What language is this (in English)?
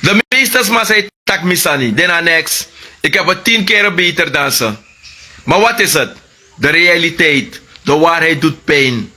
Sranan Tongo